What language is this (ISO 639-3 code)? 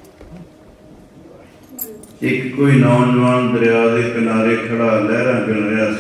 pan